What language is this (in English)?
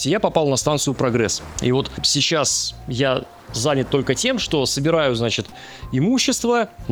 Russian